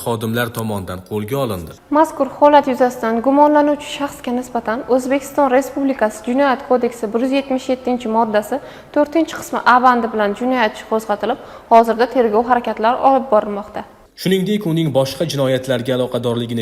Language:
Uzbek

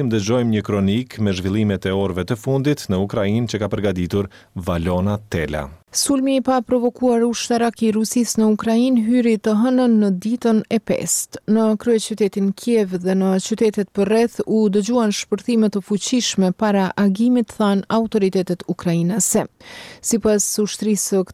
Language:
Albanian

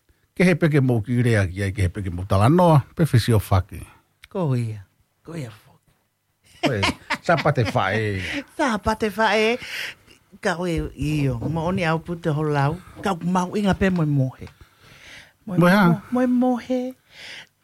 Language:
Tongan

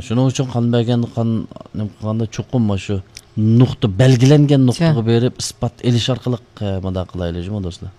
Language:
Uyghur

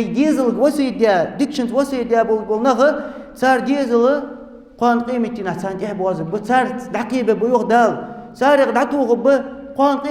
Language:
Ingush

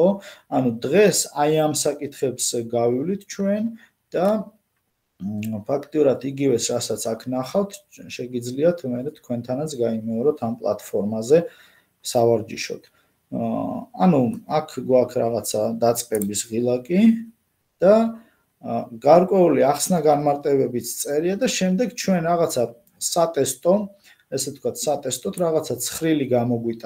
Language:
Georgian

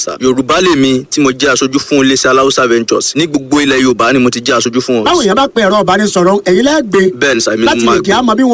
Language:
Yoruba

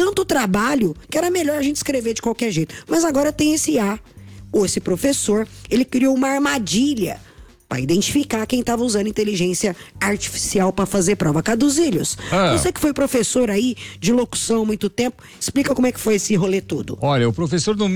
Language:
Portuguese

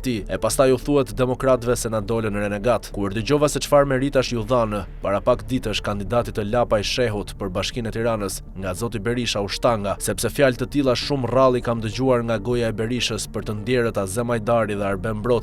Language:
Albanian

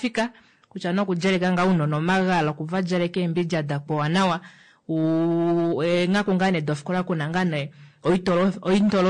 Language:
Kuanyama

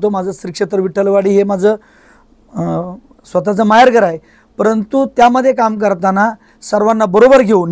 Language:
Marathi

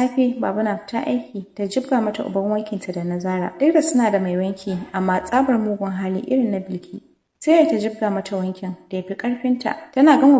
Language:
Hausa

